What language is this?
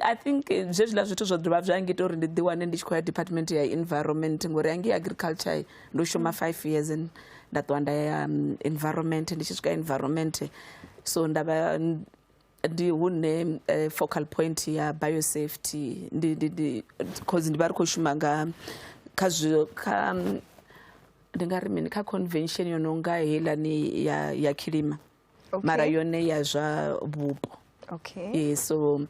Venda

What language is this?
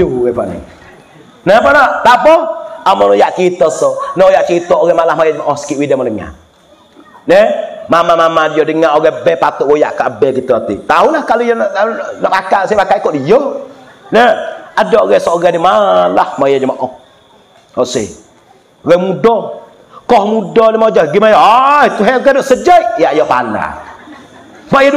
Malay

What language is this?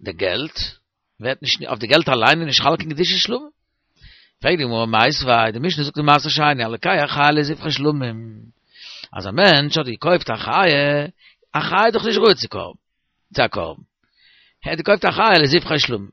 Yiddish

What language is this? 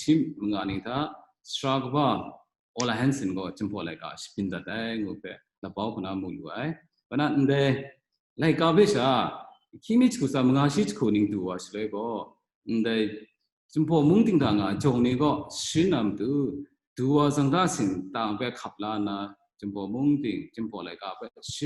Kachin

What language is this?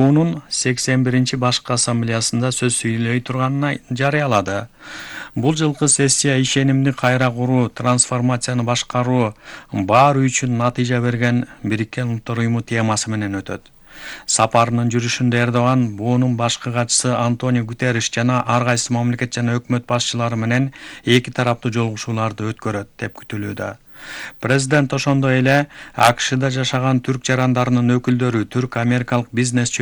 Kyrgyz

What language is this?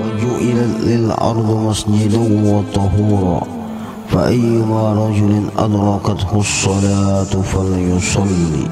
Banjar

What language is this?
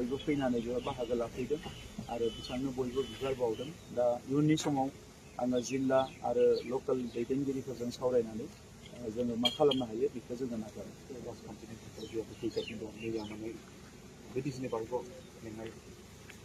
Bodo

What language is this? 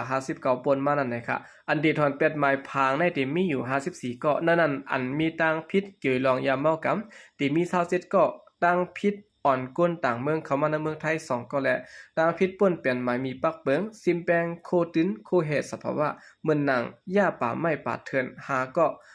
Shan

